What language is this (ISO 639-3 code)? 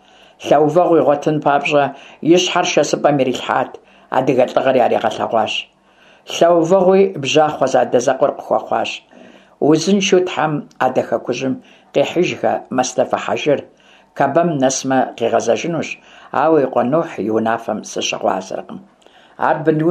kbd